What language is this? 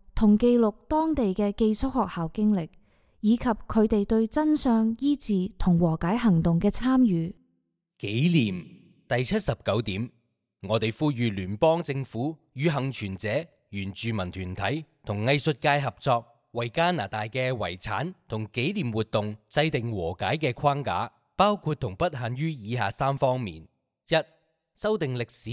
Cantonese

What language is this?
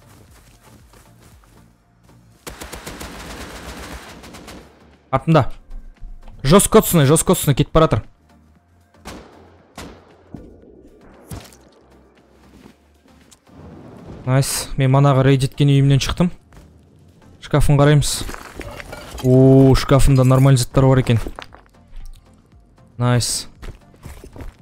Kazakh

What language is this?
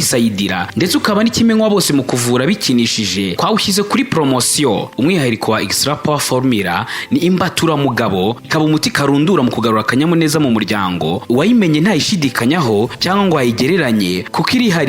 Kinyarwanda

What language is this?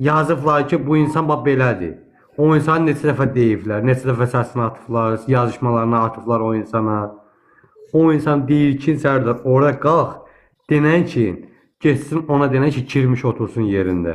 Azerbaijani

